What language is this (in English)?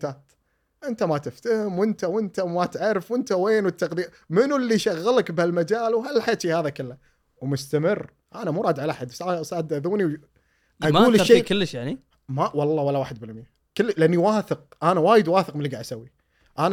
Gulf Arabic